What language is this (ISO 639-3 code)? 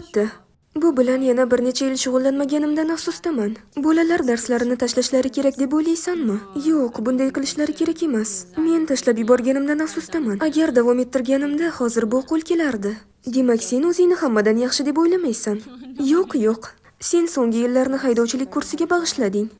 uzb